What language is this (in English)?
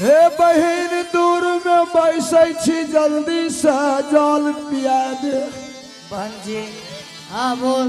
Angika